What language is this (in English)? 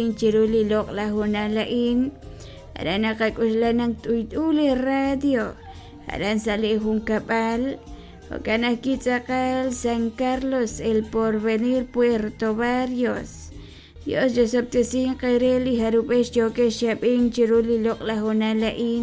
Kekchí